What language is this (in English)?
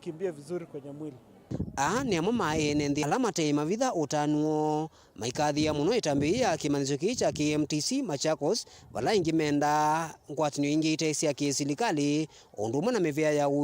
Kamba